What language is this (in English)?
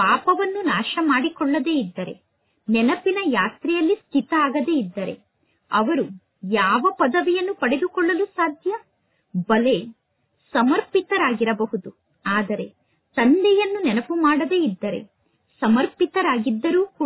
Kannada